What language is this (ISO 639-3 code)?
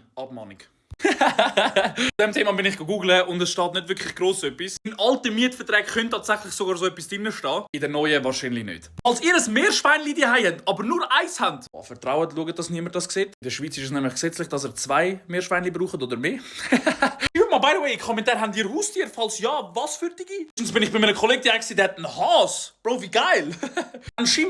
gsw